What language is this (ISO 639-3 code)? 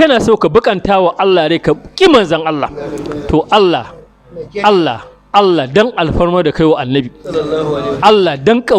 hau